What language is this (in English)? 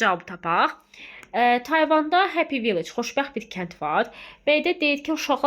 Azerbaijani